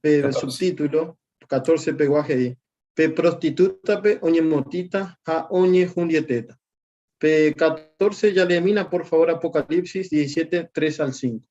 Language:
Guarani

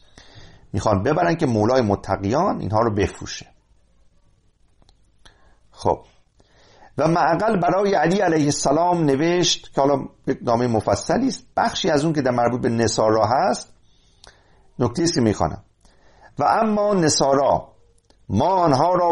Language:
Persian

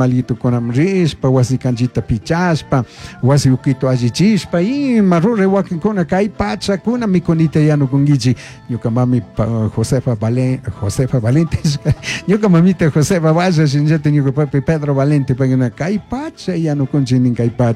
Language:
Chimborazo Highland Quichua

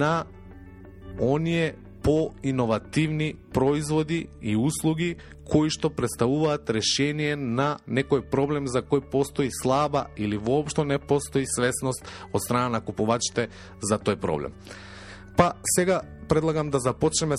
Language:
Macedonian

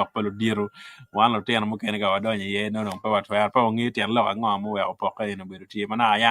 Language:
Acoli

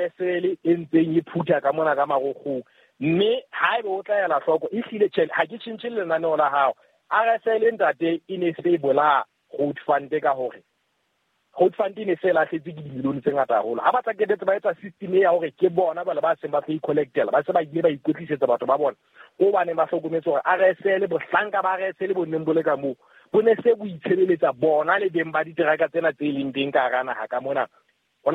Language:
Southern Sotho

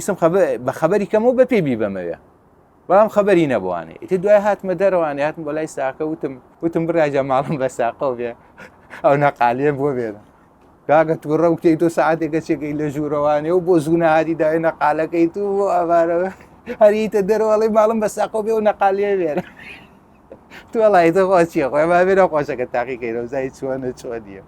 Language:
Central Kurdish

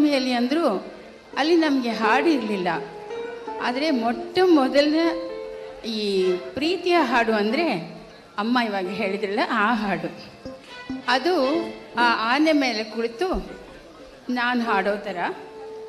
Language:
Kannada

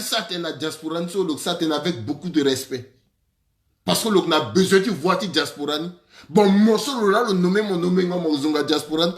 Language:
Sango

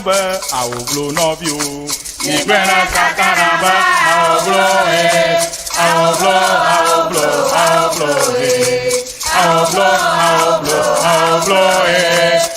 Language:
Ewe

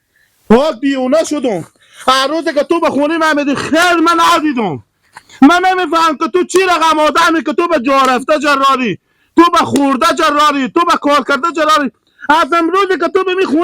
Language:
Hazaragi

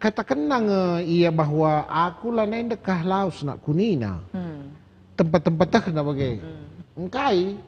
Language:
Batak Karo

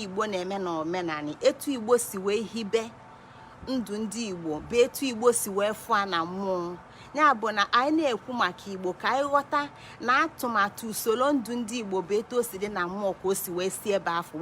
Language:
Igbo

